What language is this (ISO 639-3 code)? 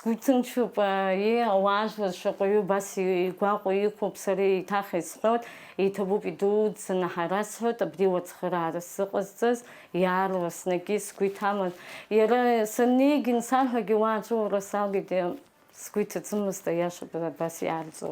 abk